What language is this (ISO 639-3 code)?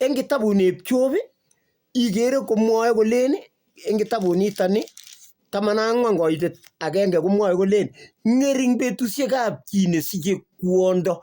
kln